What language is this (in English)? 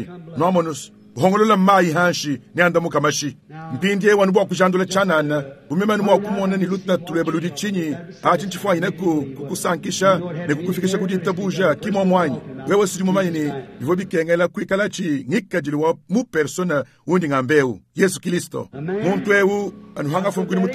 Luba-Lulua